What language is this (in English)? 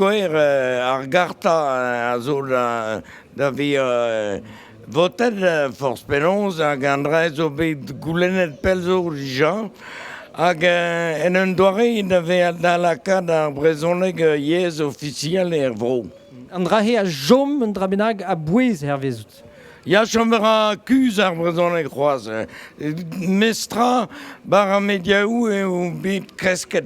Breton